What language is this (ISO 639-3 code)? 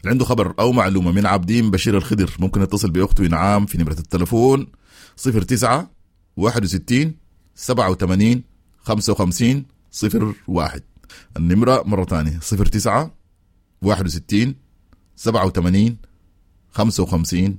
apd